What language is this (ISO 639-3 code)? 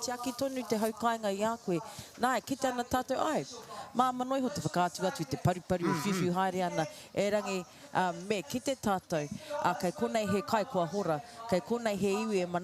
mri